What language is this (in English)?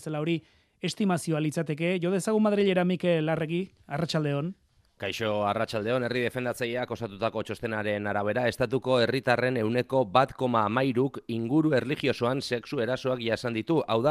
Basque